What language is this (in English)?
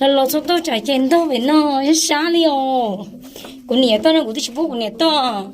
Hmong